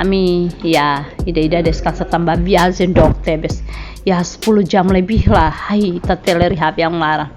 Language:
Tetum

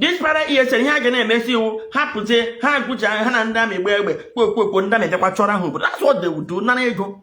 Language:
Igbo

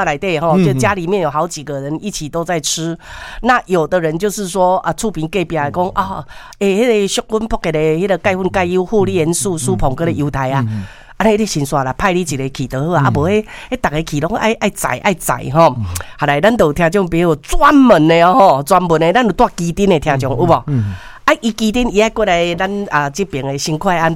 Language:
Min Nan Chinese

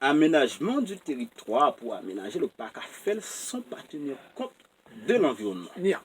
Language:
Haitian Creole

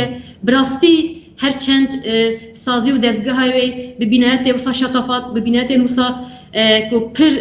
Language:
Kurdish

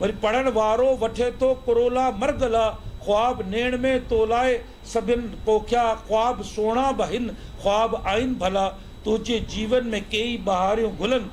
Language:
Sindhi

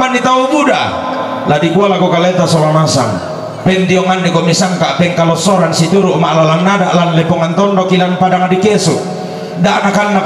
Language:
Toraja-Sa'dan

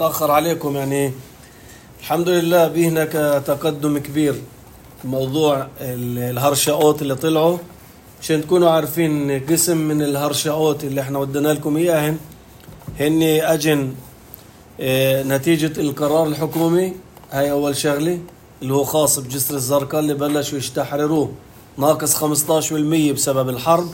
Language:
North Levantine Arabic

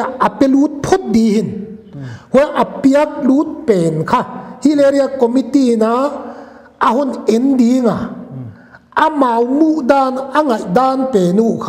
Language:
Paite Chin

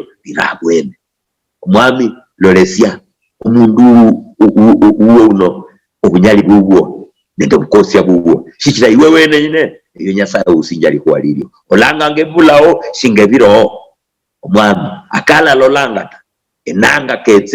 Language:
Luyia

